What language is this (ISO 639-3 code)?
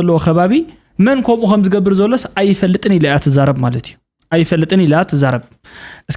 tir